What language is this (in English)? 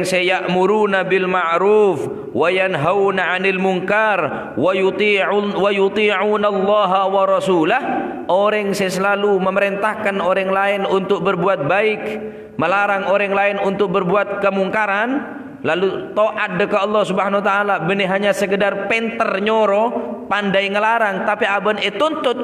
Madurese